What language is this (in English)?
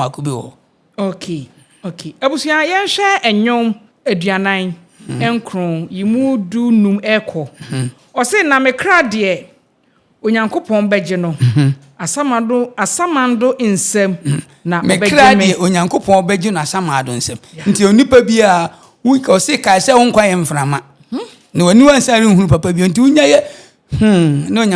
Akan